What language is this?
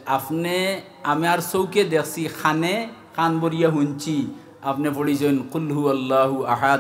Sylheti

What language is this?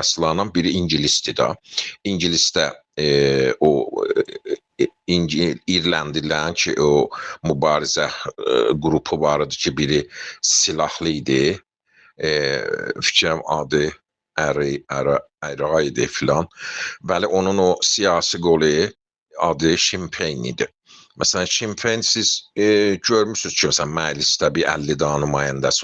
South Azerbaijani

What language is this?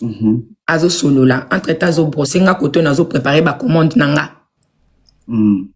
Lingala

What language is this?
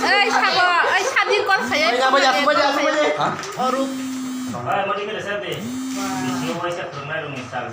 Kok Borok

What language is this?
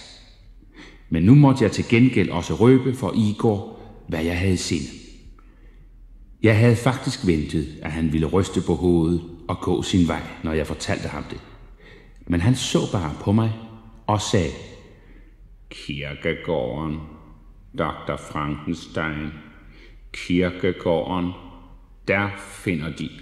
Danish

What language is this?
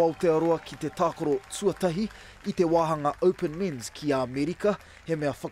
Māori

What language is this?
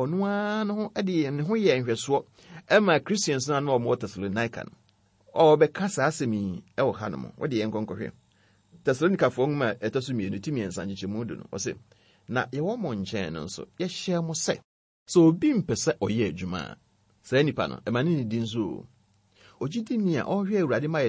Akan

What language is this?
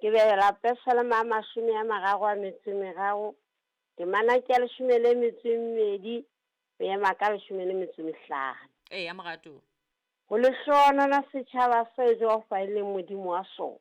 Southern Sotho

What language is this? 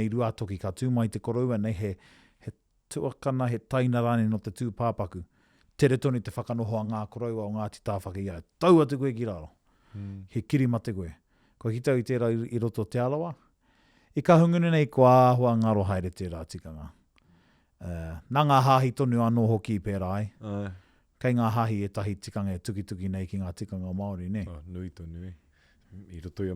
Māori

